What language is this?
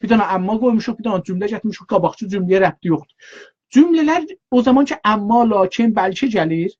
South Azerbaijani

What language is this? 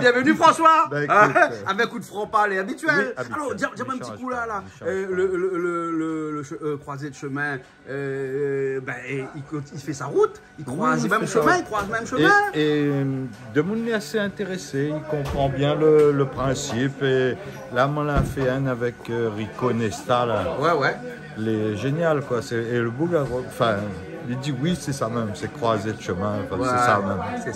Réunion Creole French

